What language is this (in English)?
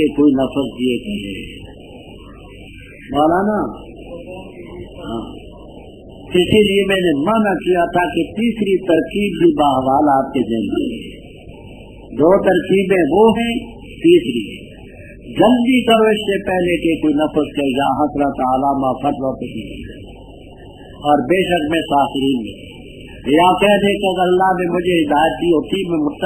Urdu